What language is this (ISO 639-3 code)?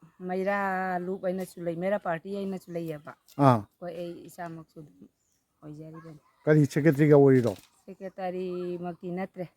mni